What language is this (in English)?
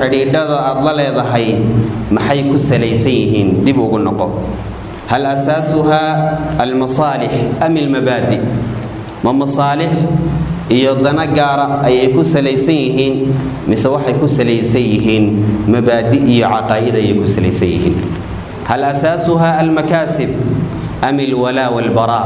Somali